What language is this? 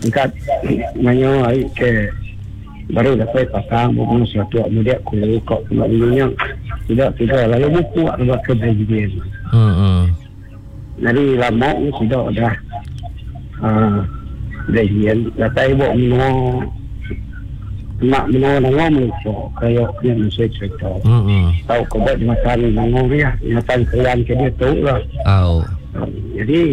Iban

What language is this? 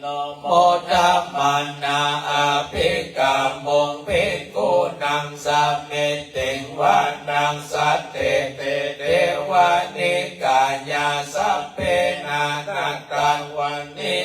Pali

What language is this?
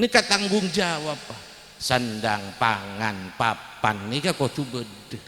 Madurese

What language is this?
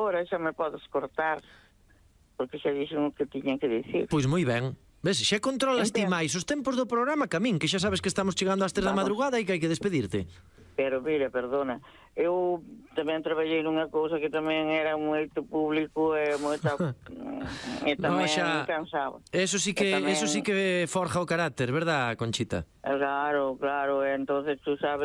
Galician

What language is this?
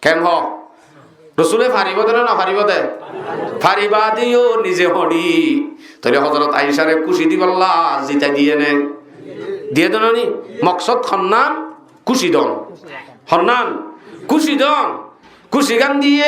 Rohingya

